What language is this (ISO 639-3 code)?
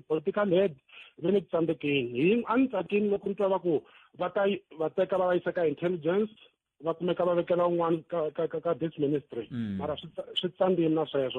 tso